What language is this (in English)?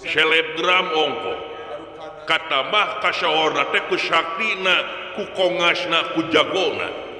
Sundanese